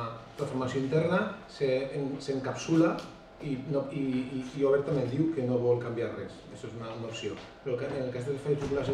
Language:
Catalan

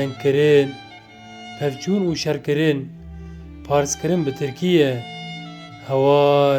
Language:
Kurdish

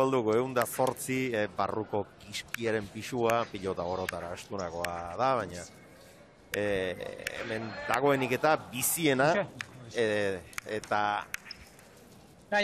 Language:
Basque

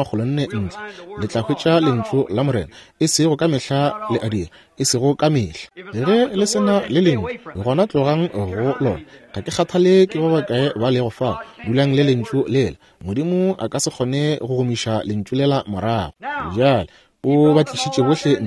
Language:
Northern Sotho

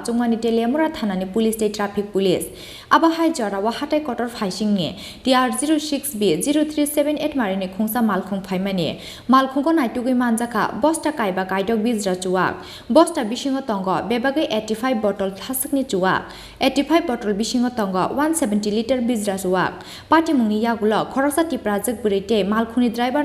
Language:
Kok Borok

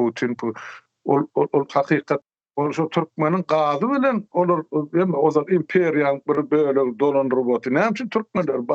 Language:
Turkmen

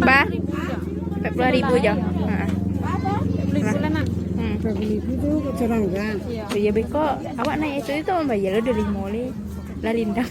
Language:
Minangkabau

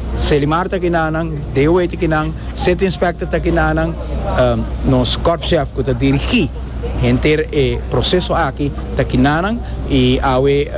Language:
Papiamento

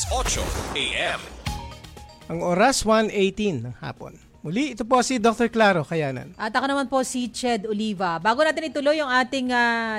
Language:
Filipino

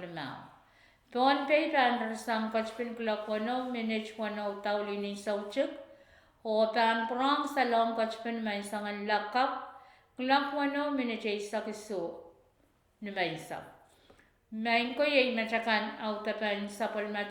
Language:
Pohnpeian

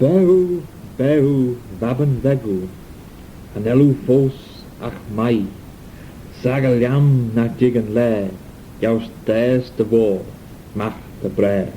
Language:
Manx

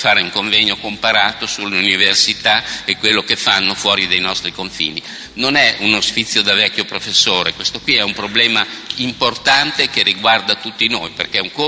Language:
Italian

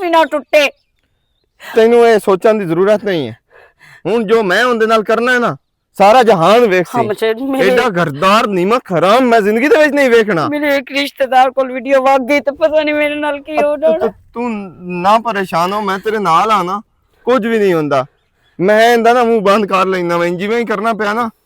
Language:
Western Panjabi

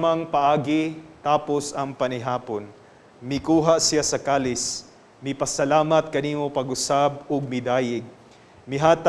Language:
Cebuano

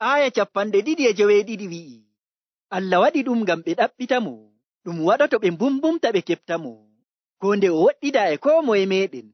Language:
Nigerian Fulfulde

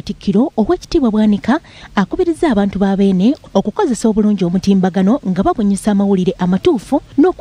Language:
Ganda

